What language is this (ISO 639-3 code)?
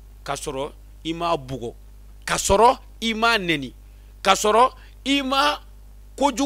bam